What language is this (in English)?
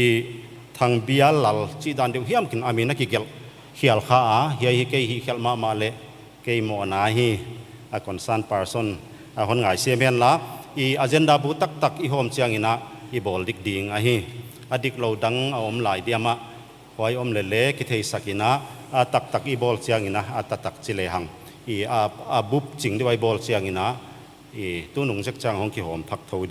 Paite Chin